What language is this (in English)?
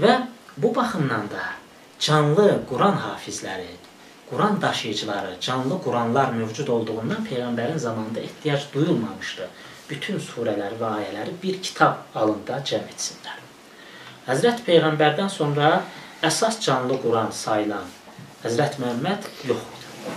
Azerbaijani